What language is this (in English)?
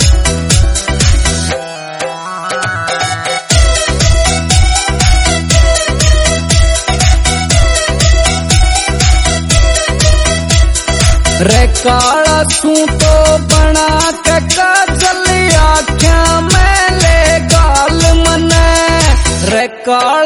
Haryanvi